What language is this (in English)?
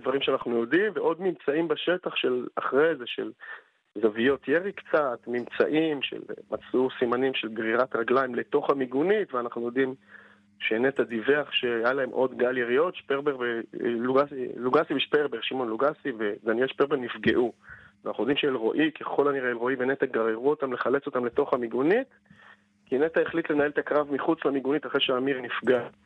Hebrew